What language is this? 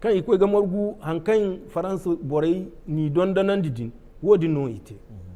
Zarma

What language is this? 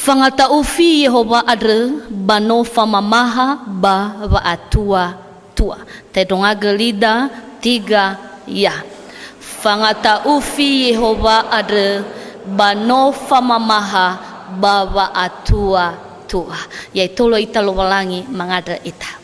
Nias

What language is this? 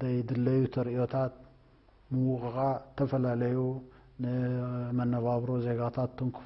Tigrinya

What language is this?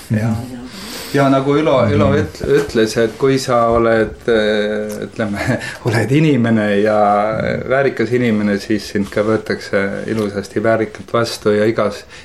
Estonian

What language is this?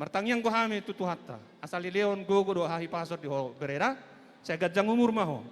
Batak Toba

